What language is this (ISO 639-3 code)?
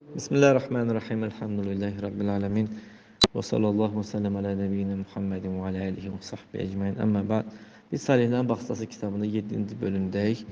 aze